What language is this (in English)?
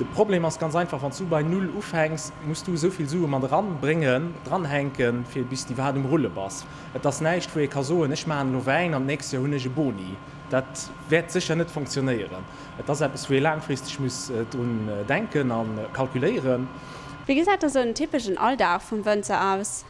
Luxembourgish